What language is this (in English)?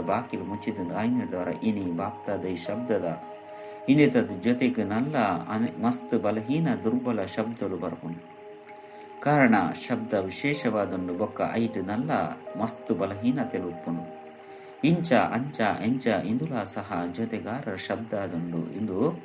Tulu